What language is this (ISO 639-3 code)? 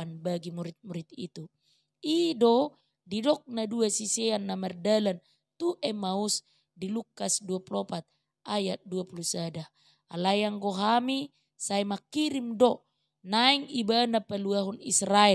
bbc